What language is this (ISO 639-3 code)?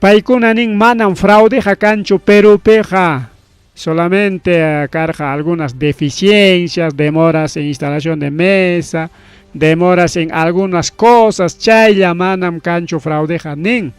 quy